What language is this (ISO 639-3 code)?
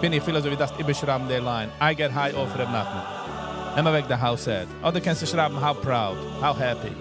yid